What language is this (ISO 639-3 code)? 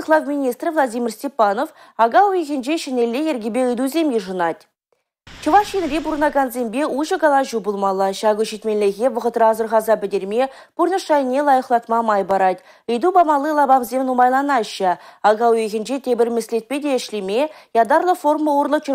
chv